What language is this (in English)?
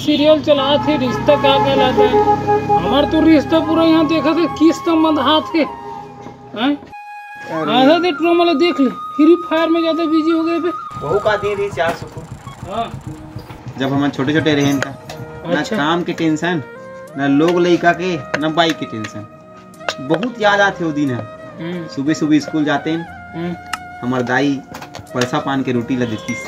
Chhattisgarhi